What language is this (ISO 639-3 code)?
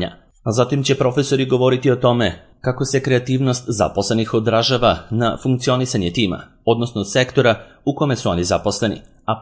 srp